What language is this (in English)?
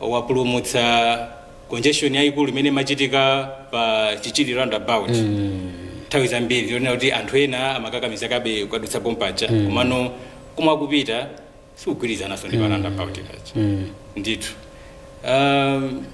Nyanja